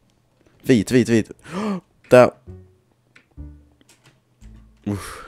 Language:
Swedish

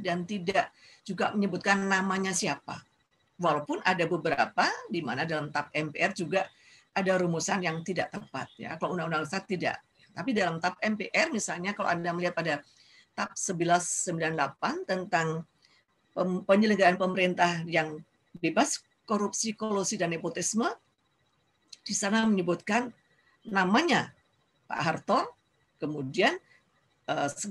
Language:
Indonesian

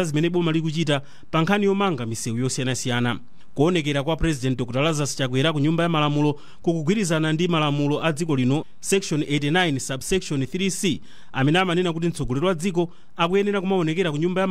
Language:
Nyanja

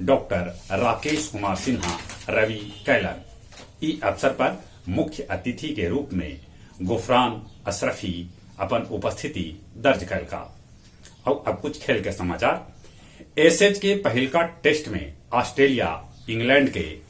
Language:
Magahi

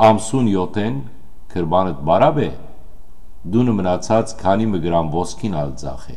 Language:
Western Armenian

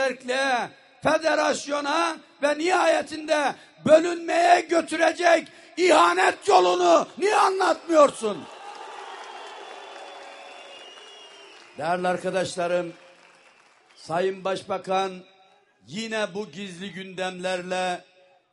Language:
Turkish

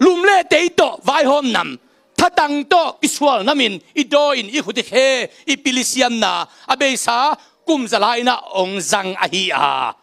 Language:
Tedim Chin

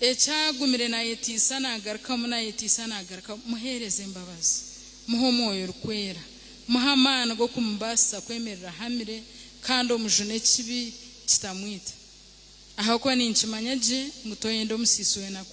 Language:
Nyankole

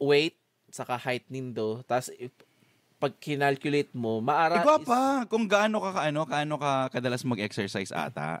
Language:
Bikol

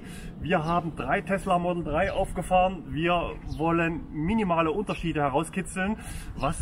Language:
German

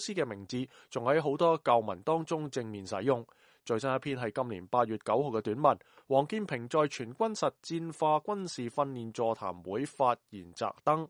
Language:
Cantonese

